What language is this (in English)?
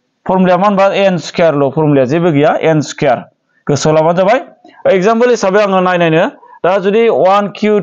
Bodo